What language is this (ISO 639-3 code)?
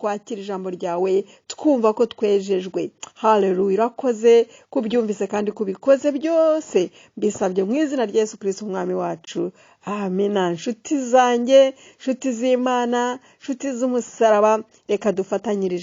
kin